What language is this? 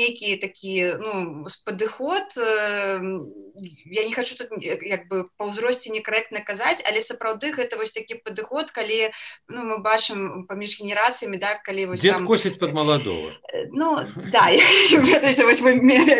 Belarusian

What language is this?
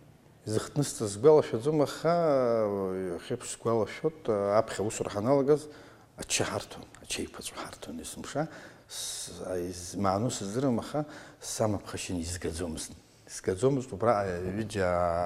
Abkhazian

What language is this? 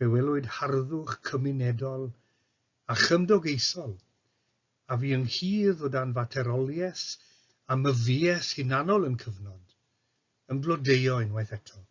Welsh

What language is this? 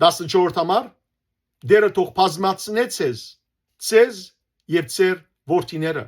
Western Armenian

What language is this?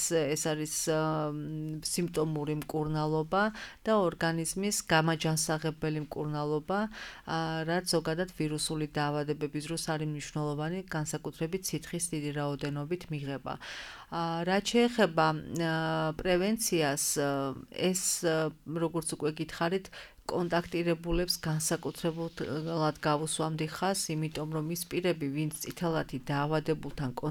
Georgian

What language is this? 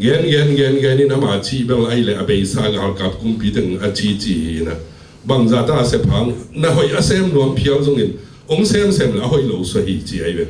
Tedim Chin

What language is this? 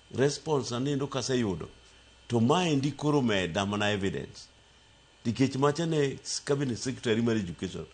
Luo (Kenya and Tanzania)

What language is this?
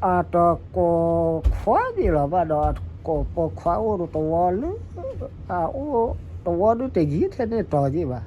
S'gaw Karen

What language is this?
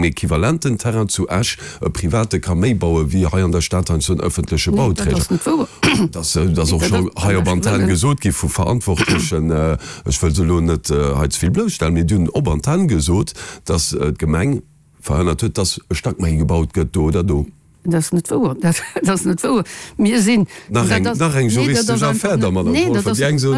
Luxembourgish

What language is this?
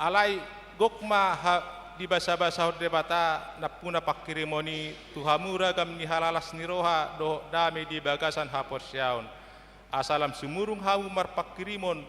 Batak Toba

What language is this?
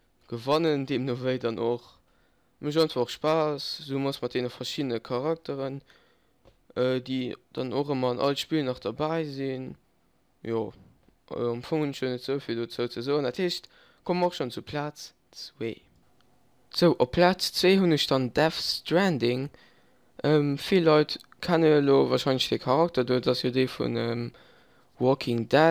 Luxembourgish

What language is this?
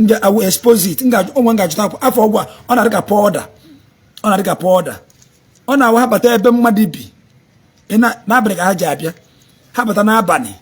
Igbo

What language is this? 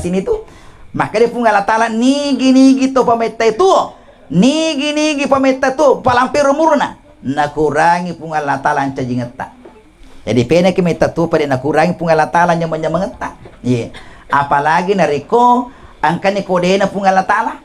Buginese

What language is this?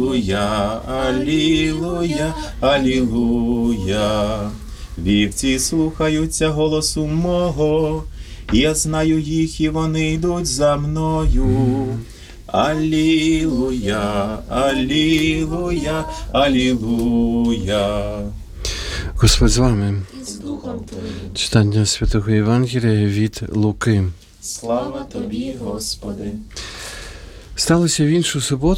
Ukrainian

